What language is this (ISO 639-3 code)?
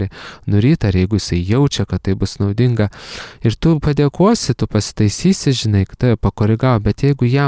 lit